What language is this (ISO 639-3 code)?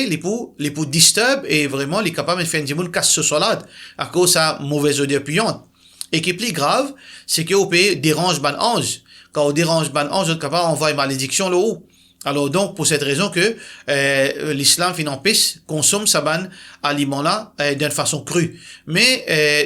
mfe